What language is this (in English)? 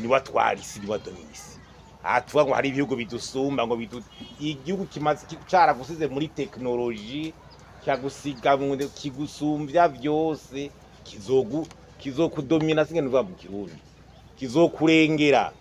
Rundi